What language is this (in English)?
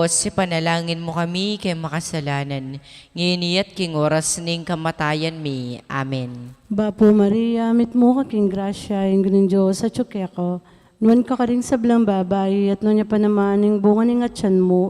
Pampanga